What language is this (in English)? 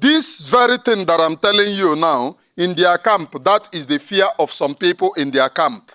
Igbo